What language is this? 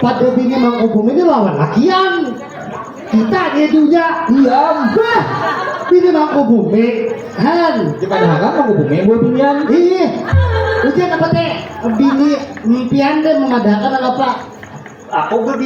Banjar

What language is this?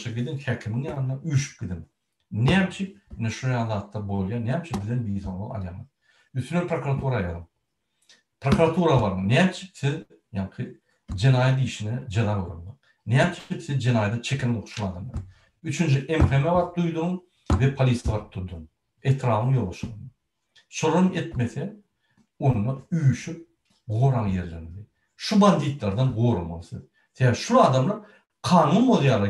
Turkmen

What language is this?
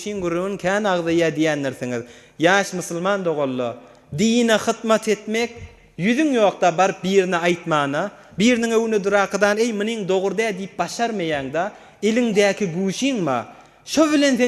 Turkmen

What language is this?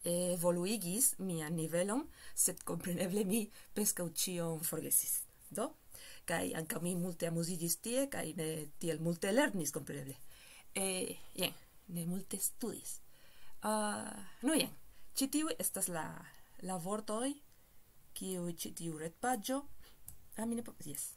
Esperanto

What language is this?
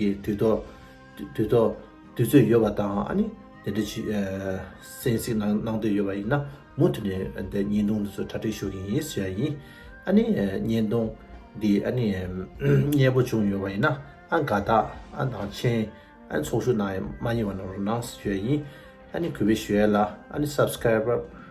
Tibetan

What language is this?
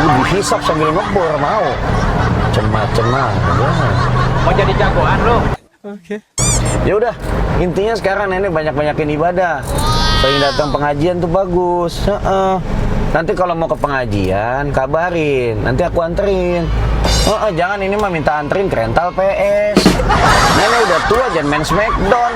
Betawi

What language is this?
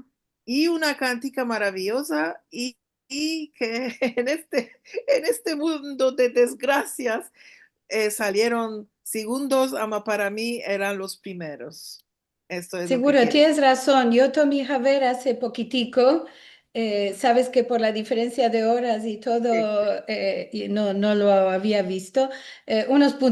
Ladino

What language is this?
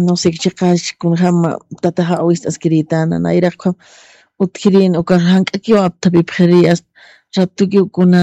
Aymara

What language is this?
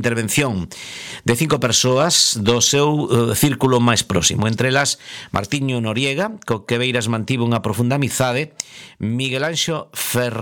Galician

